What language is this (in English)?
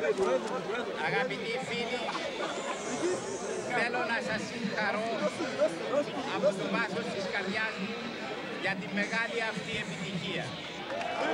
Greek